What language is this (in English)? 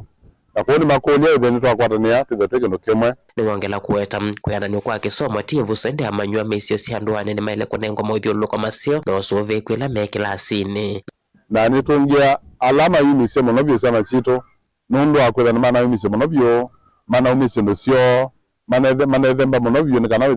Kamba